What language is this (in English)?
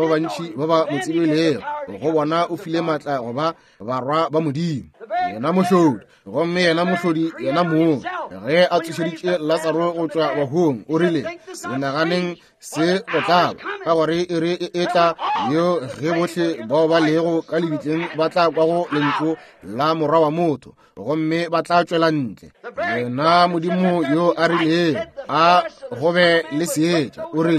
Northern Sotho